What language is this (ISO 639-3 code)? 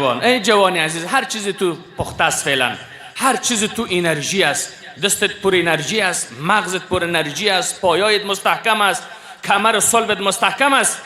fas